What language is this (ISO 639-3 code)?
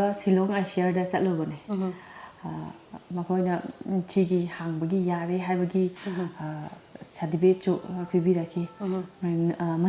mni